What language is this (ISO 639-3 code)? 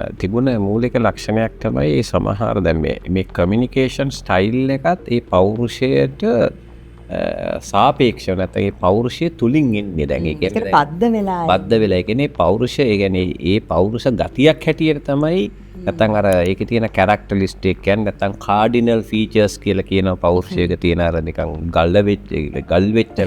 sin